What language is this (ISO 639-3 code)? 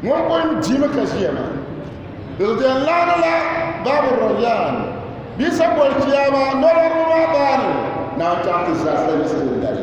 dag